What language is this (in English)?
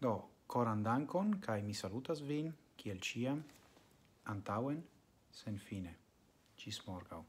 Esperanto